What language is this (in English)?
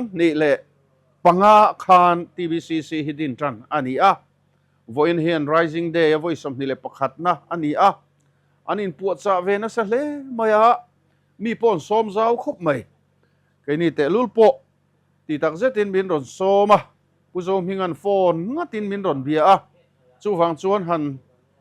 Mizo